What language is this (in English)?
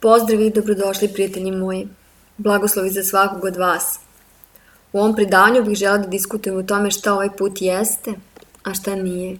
Serbian